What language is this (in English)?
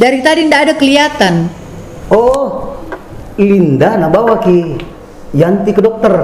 Makassar Malay